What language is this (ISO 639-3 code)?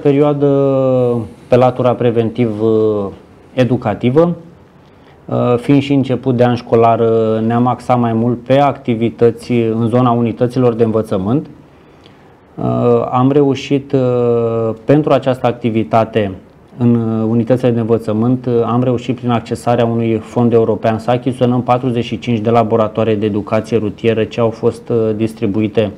ron